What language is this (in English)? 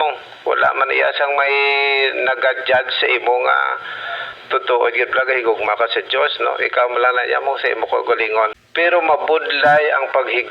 Hiligaynon